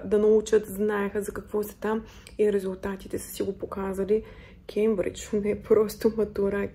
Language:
Bulgarian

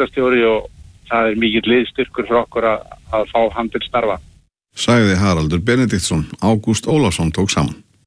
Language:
Icelandic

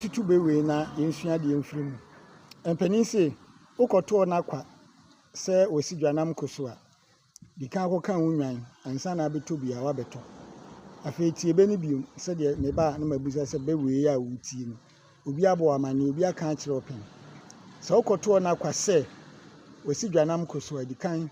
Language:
Akan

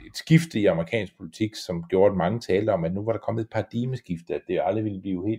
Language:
Danish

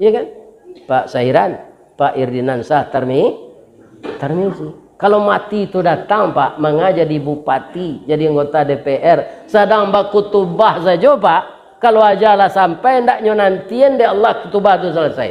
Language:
Minangkabau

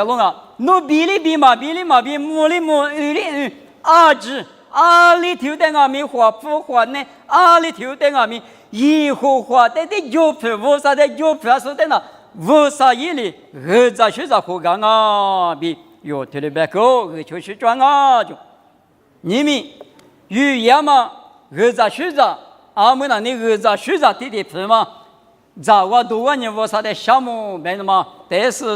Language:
Lisu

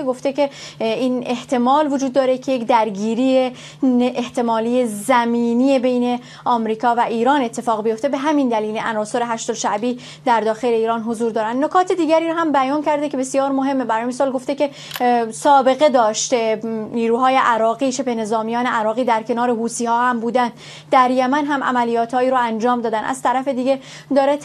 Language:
Persian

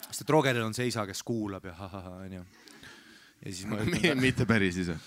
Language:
Estonian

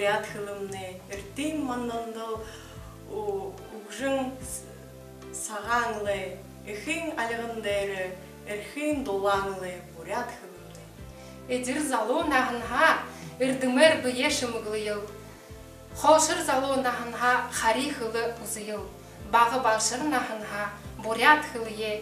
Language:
Buriat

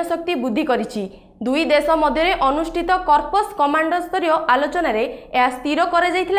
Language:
Odia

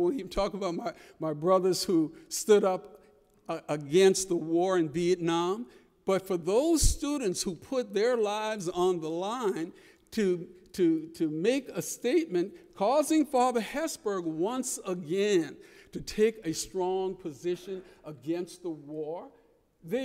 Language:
English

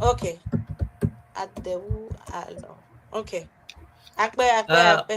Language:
Ewe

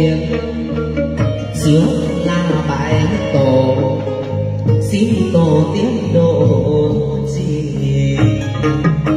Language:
Vietnamese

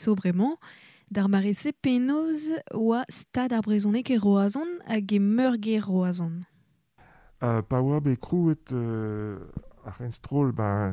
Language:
Breton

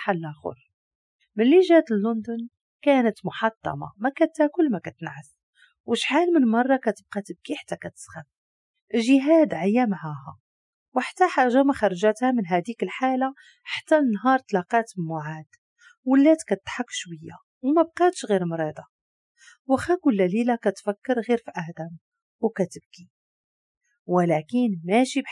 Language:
Moroccan Arabic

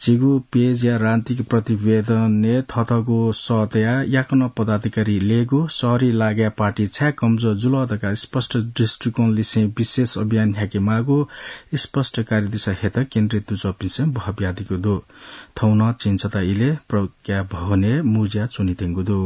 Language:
Newari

